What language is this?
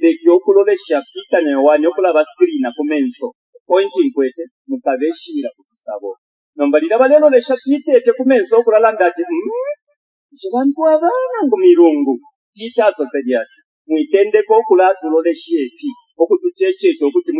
Bemba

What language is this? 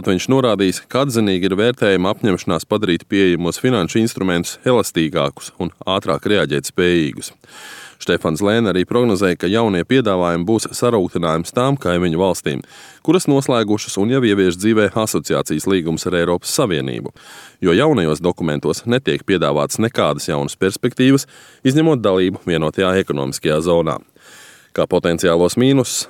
Latvian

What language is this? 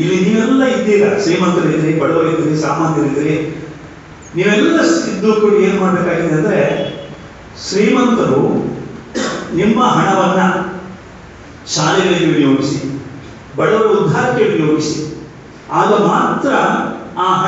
Kannada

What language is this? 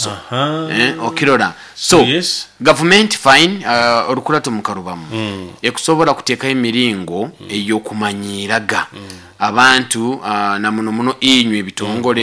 Nyoro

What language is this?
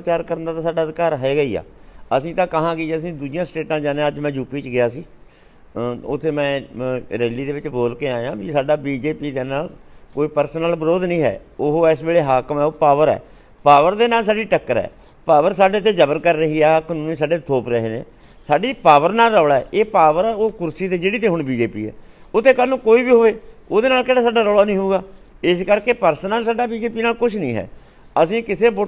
Punjabi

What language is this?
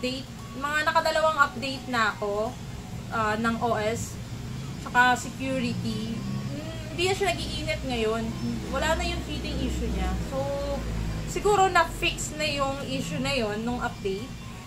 Filipino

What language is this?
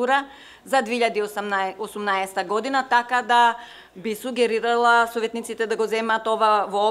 Macedonian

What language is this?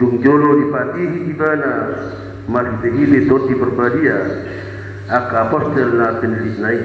Batak Toba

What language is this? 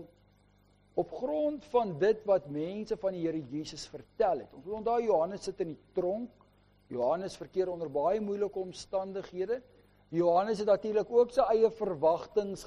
Afrikaans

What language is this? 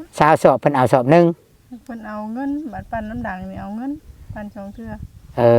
Northeastern Thai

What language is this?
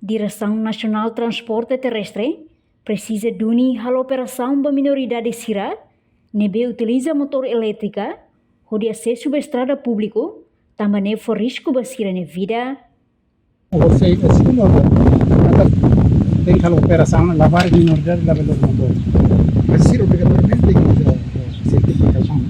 Tetum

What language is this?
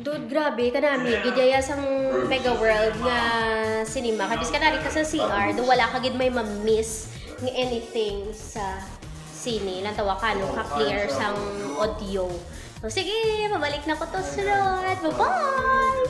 Hiligaynon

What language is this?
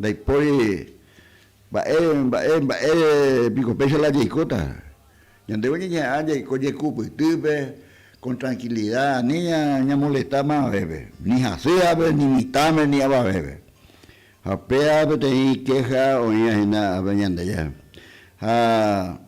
Guarani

